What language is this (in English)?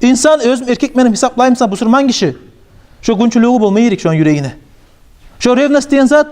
Kumyk